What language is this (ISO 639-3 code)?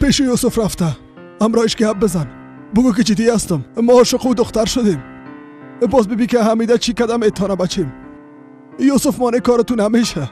fas